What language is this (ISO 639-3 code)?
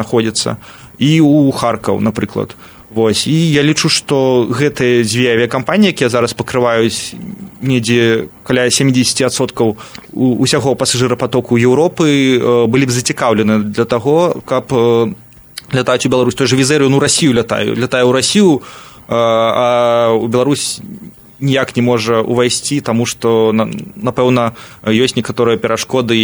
bel